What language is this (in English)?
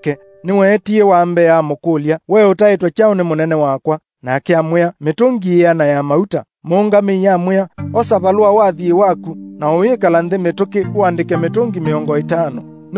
Kamba